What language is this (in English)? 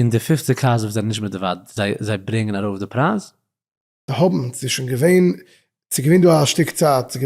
Yiddish